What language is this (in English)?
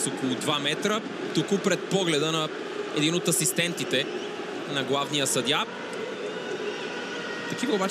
Bulgarian